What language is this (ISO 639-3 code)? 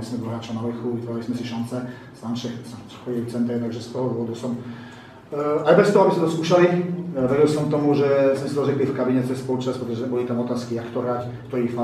slk